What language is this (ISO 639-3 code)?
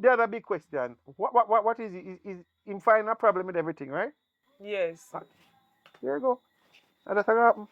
jam